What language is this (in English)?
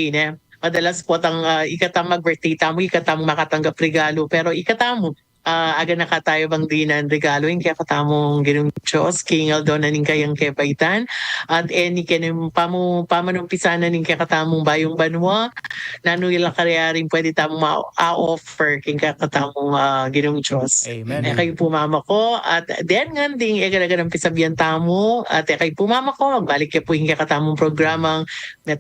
Pampanga